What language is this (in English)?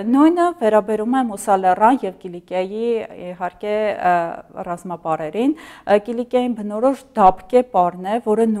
Armenian